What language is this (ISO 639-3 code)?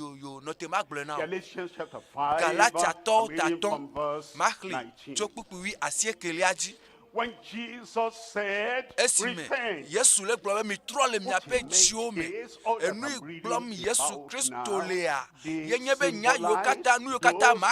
ewe